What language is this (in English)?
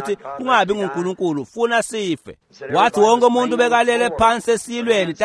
Swati